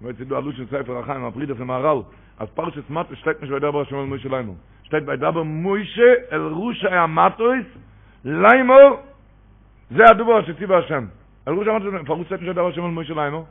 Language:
Yiddish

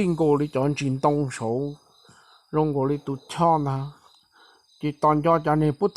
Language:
Hmong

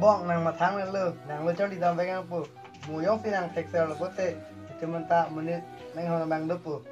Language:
Karbi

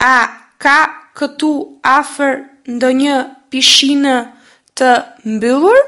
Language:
Albanian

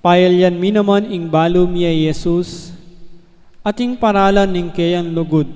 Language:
Pampanga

